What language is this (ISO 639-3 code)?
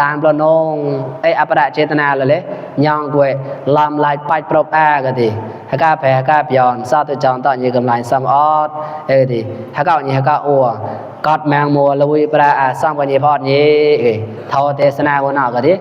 mnw